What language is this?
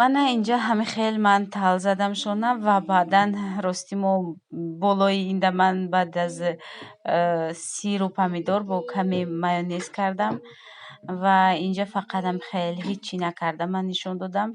Tajik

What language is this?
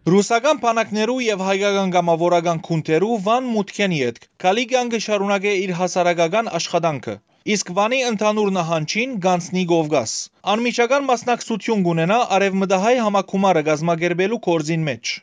Western Armenian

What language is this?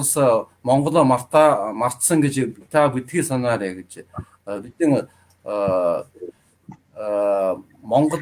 Mongolian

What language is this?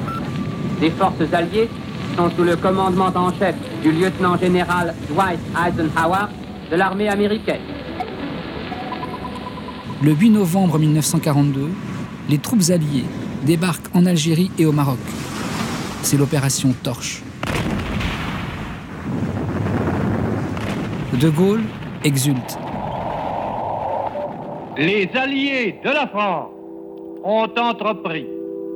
French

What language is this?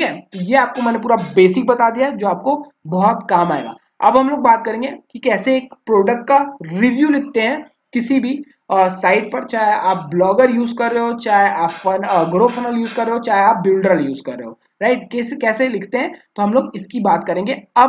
Hindi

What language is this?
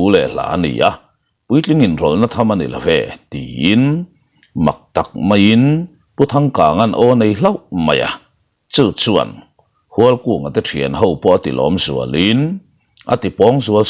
Mizo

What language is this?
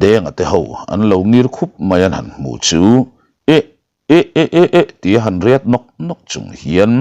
Mizo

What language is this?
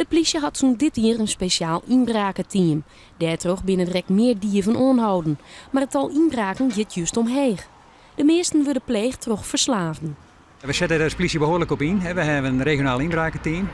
Western Frisian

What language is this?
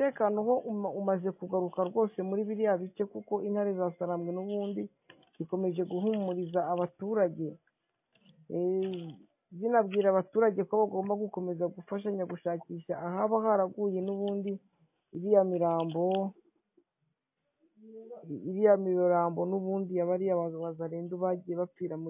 Kinyarwanda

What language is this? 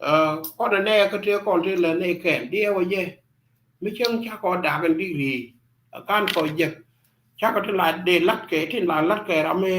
Nuer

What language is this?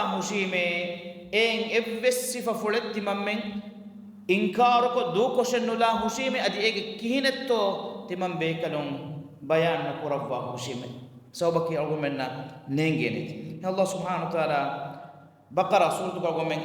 Divehi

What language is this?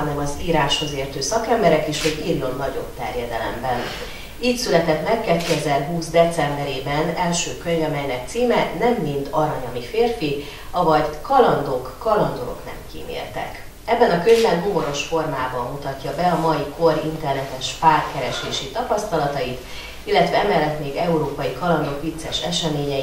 Hungarian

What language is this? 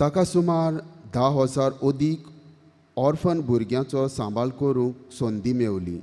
Konkani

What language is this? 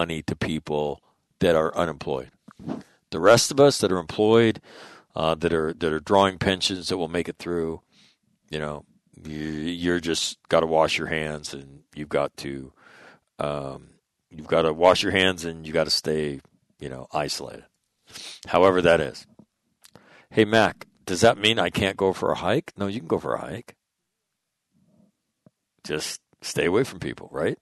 English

